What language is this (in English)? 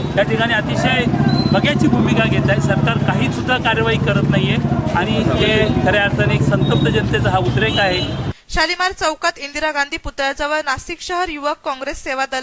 Marathi